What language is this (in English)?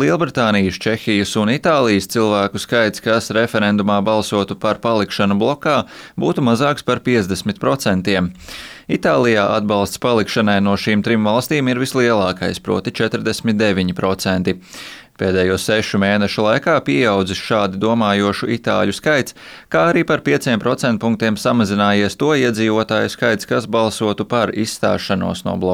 Latvian